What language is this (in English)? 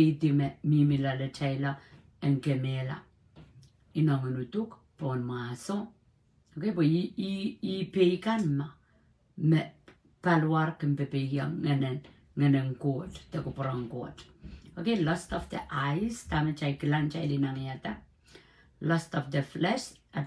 Pohnpeian